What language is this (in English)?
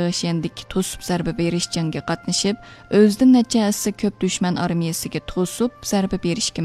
Uyghur